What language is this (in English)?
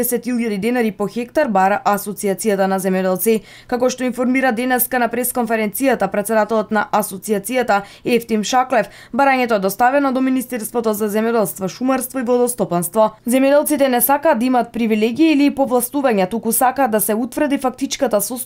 Macedonian